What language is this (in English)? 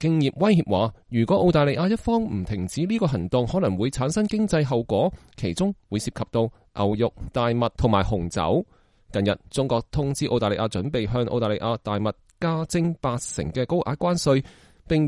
Cantonese